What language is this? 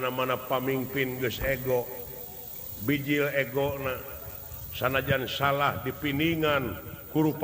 Sundanese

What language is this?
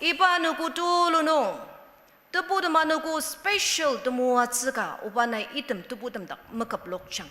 Ao Naga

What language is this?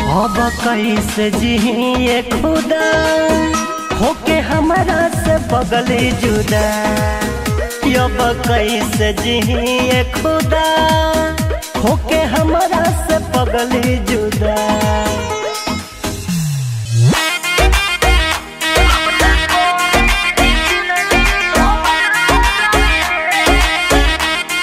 Bhojpuri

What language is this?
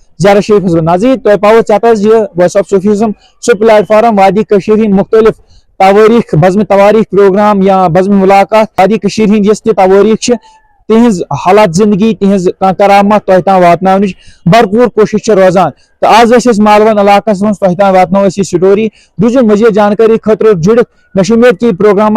Kashmiri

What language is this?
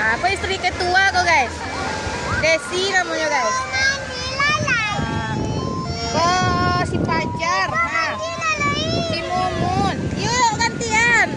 Minangkabau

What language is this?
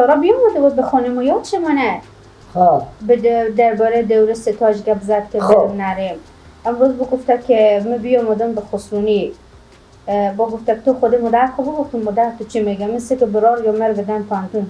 Persian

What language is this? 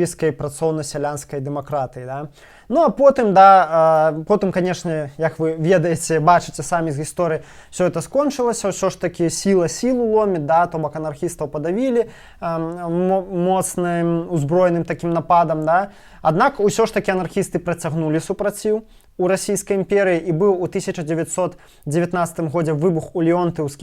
Belarusian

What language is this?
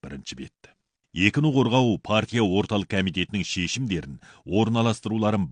Kazakh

